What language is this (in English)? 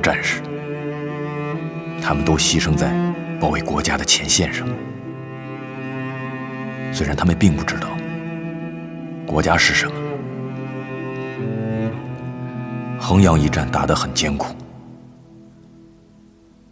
Chinese